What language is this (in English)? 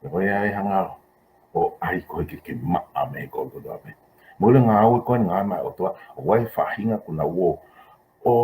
Tongan